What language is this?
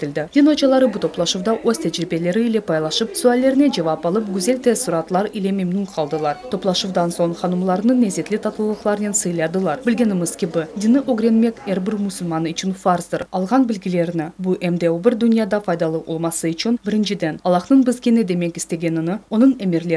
Crimean Tatar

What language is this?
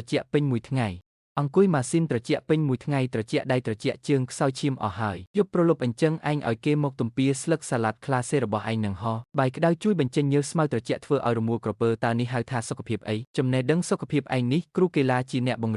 Khmer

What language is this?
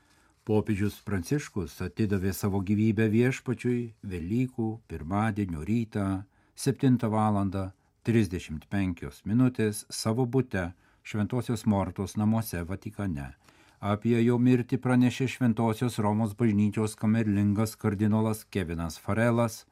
Lithuanian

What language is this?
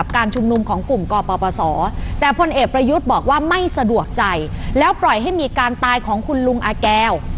Thai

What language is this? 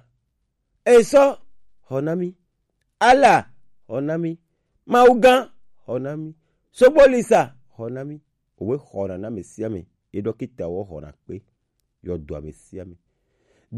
Gen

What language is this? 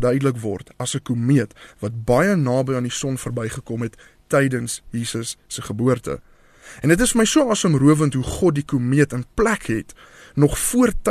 Afrikaans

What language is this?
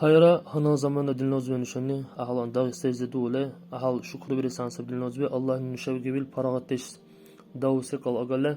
Dargwa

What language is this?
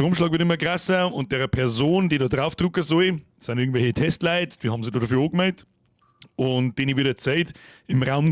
Bavarian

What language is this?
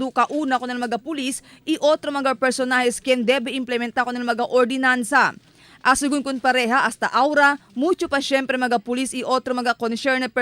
Chavacano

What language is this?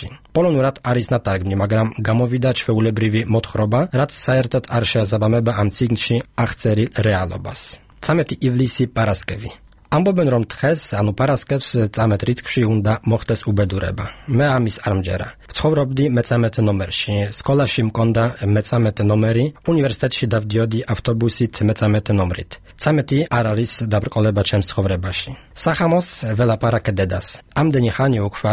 Georgian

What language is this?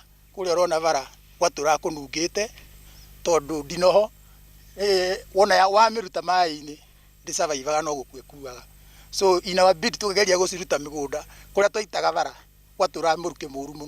Kikuyu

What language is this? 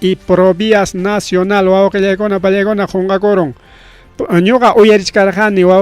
Ayacucho Quechua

